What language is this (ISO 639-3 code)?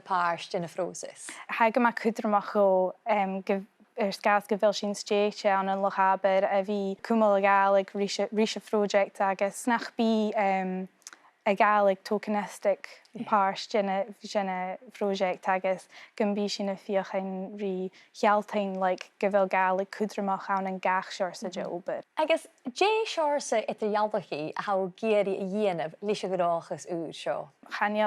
gla